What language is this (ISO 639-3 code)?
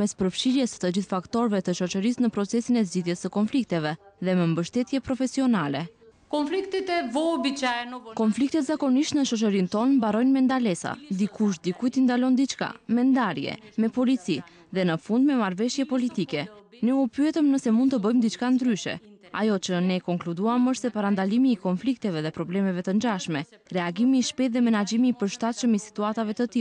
sqi